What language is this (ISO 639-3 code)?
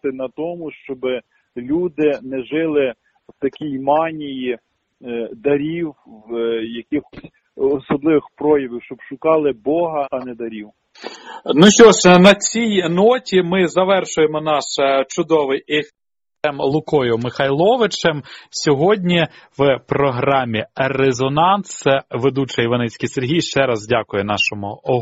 ukr